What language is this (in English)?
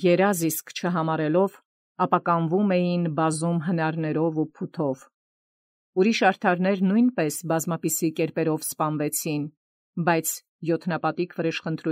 Armenian